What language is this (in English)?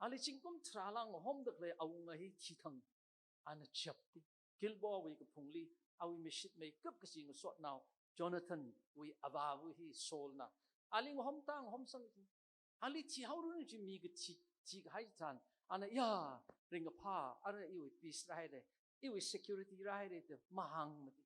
Tangkhul Naga (India)